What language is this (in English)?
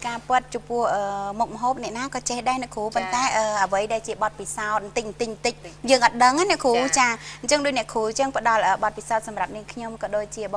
Khmer